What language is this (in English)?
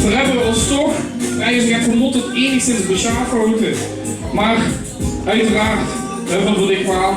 Limburgish